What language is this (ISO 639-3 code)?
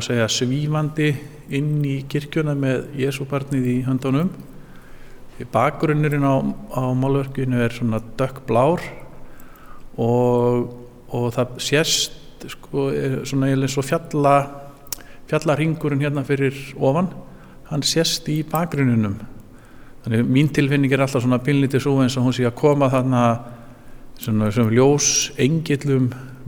isl